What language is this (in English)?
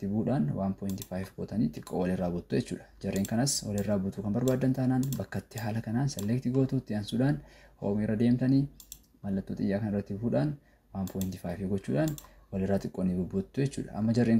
Oromo